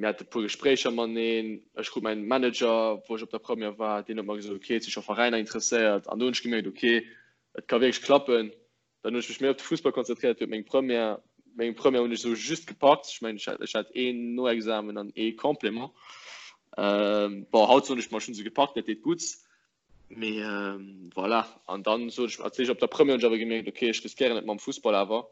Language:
Luxembourgish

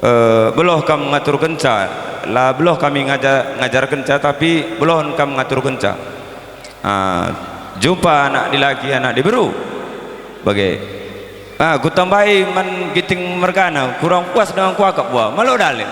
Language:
Batak Karo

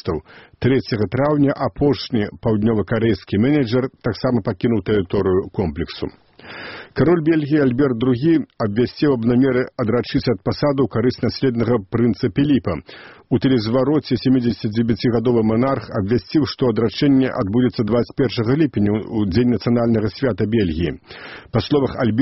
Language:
Belarusian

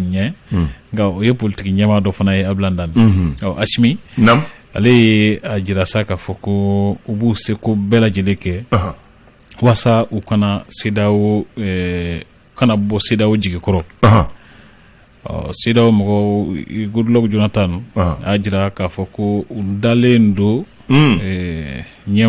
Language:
Bambara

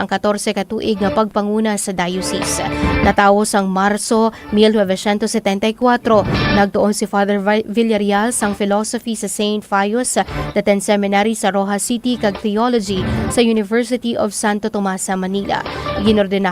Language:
Hiligaynon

